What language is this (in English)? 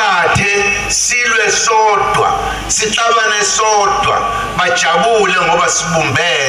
Zulu